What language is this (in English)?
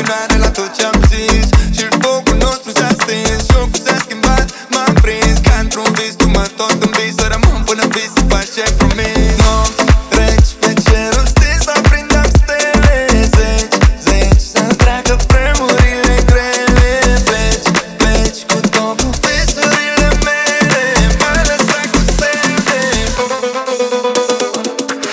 Romanian